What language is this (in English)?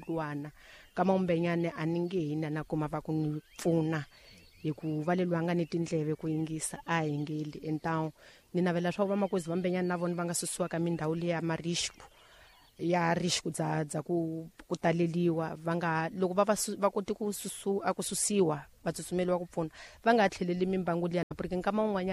Tsonga